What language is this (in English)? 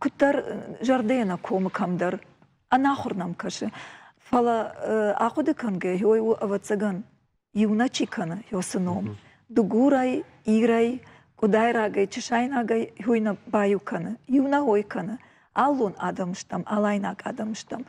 Ossetic